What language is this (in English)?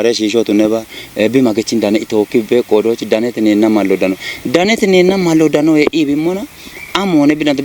Kafa